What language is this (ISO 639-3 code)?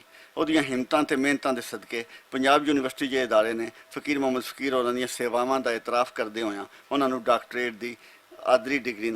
lah